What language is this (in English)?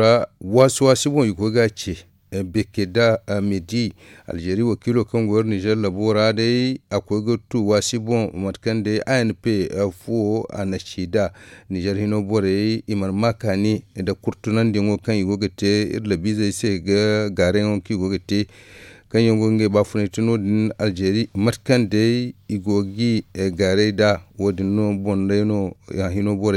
Zarma